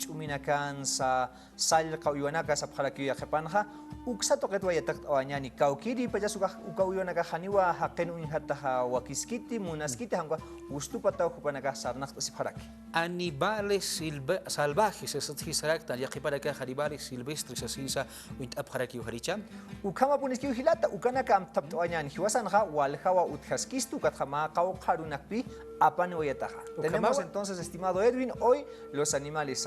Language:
Aymara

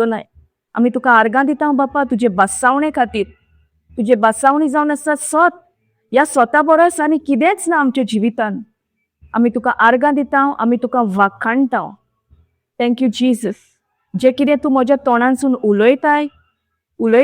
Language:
Konkani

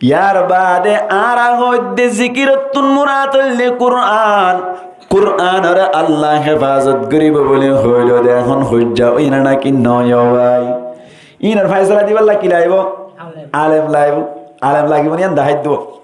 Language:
Rohingya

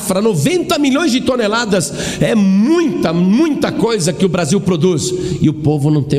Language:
Portuguese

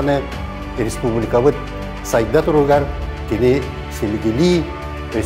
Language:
Yakut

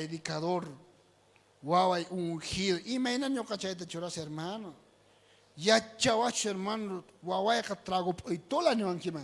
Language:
South Bolivian Quechua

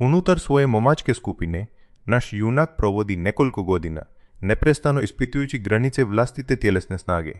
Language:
Croatian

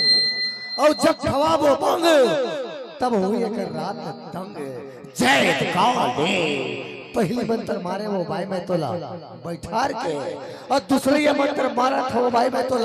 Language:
Chhattisgarhi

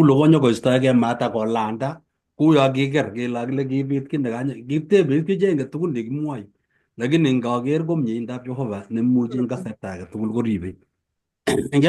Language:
Kalenjin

